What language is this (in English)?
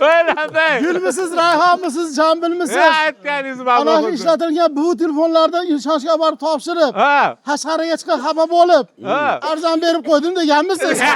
Uzbek